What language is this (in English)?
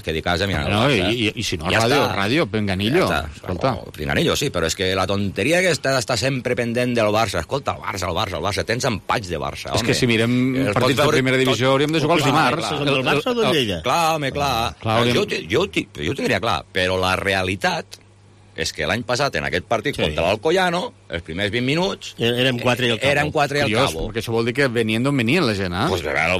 Catalan